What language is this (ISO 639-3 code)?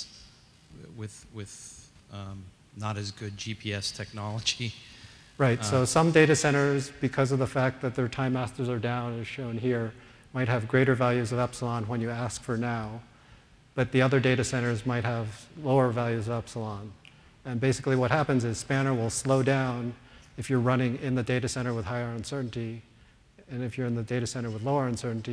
eng